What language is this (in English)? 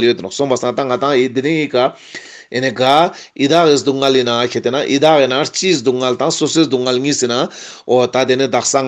Ladakhi